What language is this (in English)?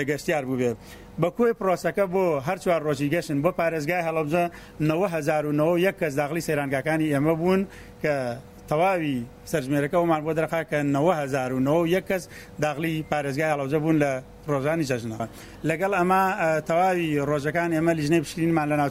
Central Kurdish